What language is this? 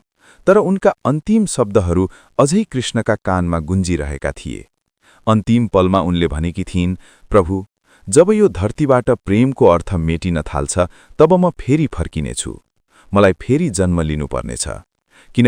Nepali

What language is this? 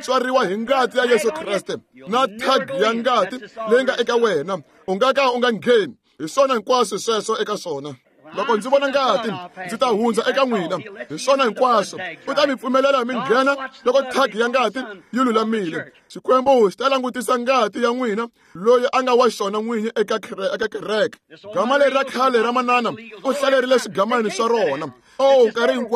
Tsonga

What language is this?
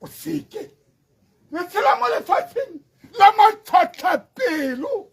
Tswana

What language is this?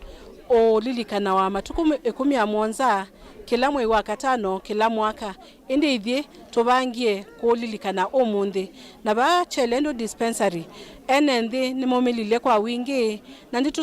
Kamba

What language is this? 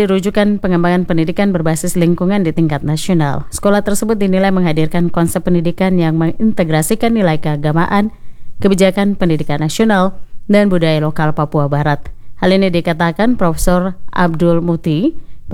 Indonesian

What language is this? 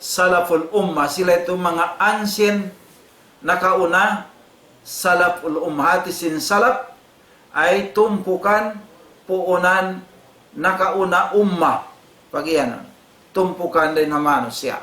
Tausug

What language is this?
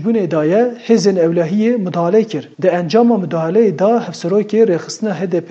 Kurdish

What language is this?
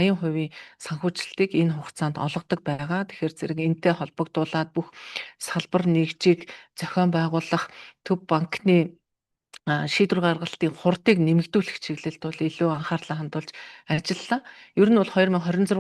Mongolian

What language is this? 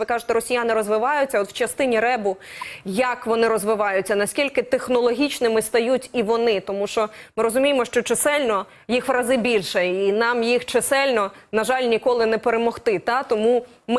Ukrainian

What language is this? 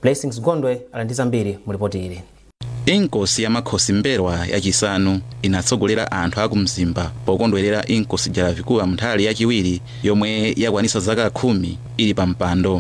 Nyanja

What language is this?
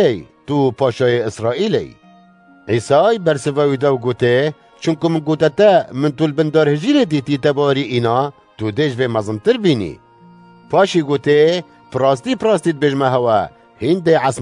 Kurdish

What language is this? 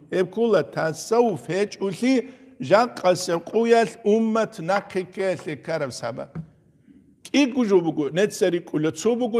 Avaric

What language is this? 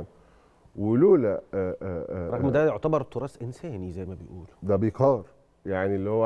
Egyptian Arabic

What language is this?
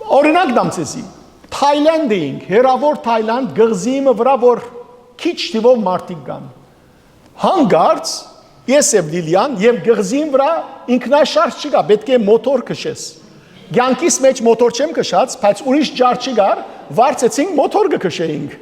Western Armenian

